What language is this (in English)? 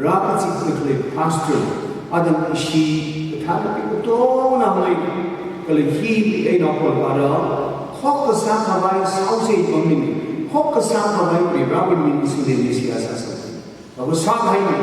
Tangkhul Naga (India)